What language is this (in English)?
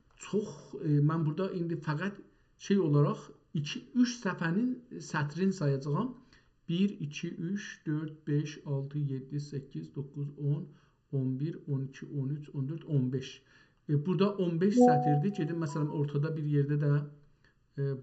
South Azerbaijani